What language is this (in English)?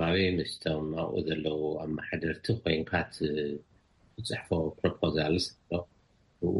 Tigrinya